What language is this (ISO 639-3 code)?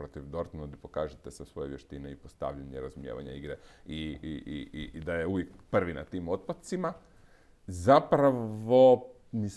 hrv